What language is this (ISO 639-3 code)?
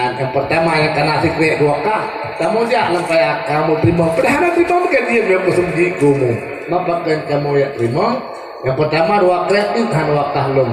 ace